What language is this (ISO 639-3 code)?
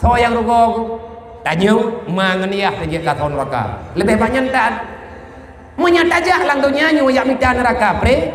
ace